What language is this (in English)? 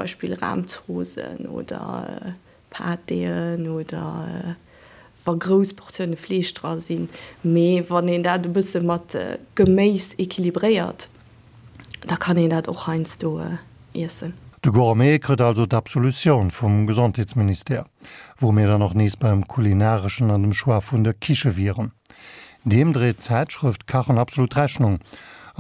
Luxembourgish